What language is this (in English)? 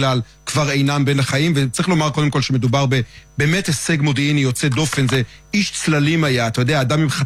Hebrew